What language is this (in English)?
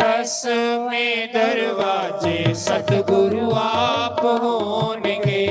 Dogri